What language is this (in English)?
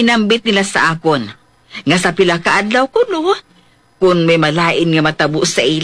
Hiligaynon